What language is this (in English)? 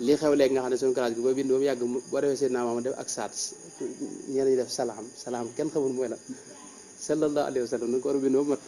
Wolof